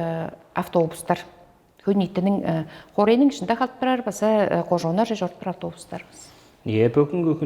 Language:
Tuvinian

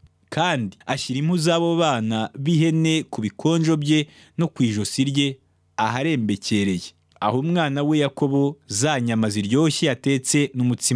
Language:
Kinyarwanda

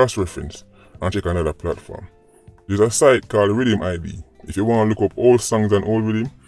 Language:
Jamaican Creole English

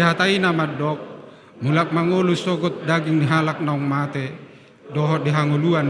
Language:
Batak Toba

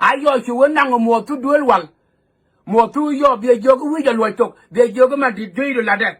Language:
Nuer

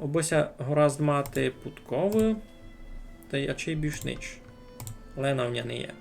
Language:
Rusyn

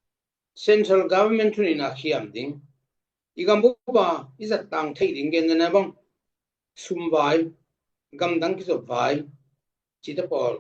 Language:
Tedim Chin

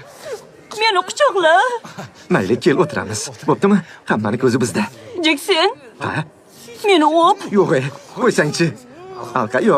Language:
Uzbek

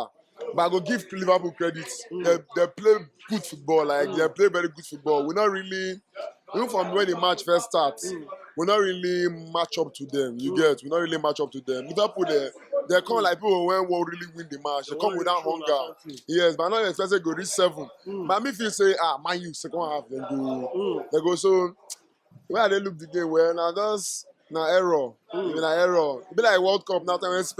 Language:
Nigerian Pidgin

